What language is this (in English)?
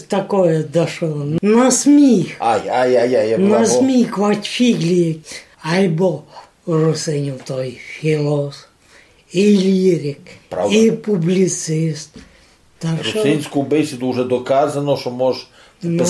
Rusyn